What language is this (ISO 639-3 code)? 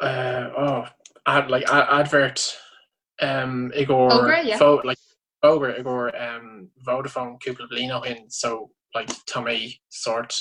gle